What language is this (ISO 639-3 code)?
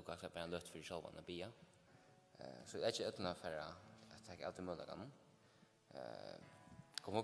fao